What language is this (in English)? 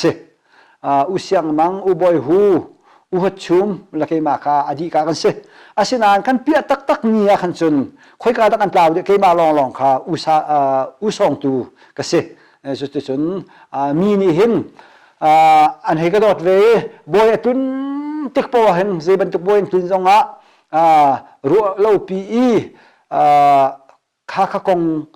Hakha Chin